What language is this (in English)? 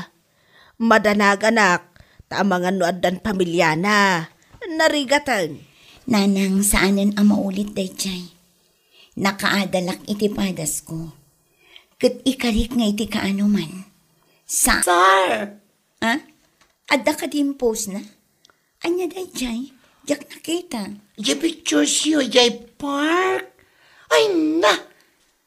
Iloko